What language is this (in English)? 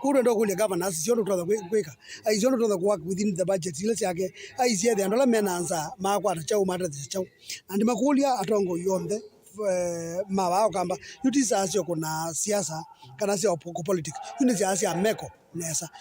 Kamba